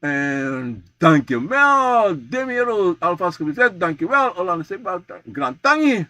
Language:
Sranan Tongo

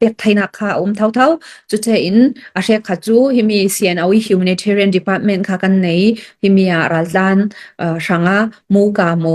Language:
Hakha Chin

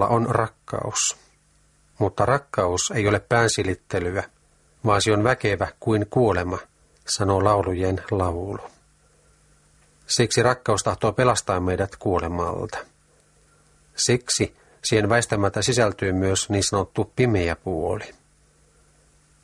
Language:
Finnish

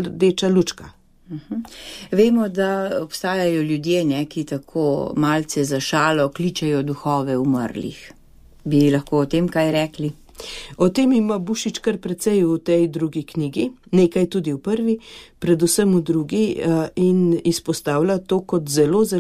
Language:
Slovenian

